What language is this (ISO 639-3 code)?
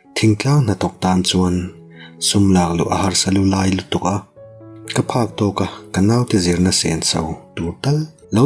lus